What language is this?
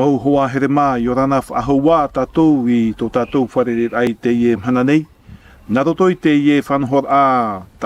Tahitian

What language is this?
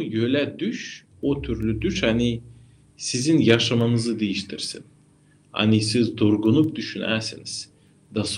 Gagauz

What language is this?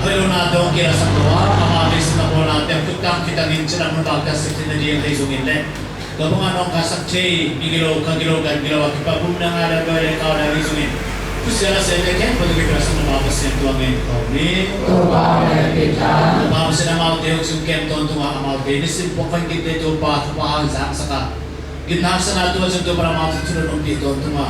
Tedim Chin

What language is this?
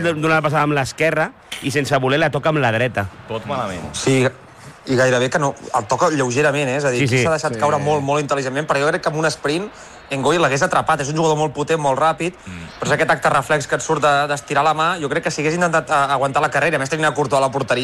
Catalan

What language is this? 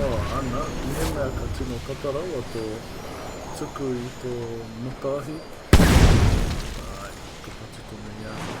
Māori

